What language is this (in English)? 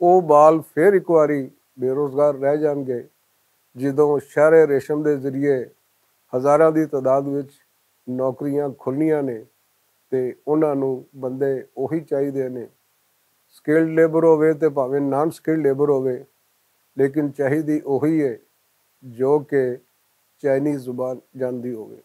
Western Panjabi